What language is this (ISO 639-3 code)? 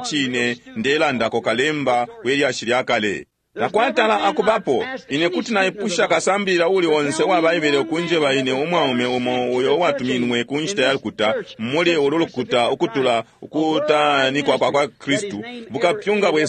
bem